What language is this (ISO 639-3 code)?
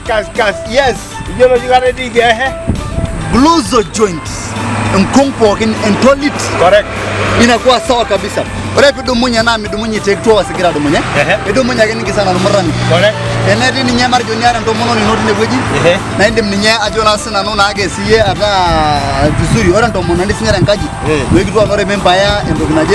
mas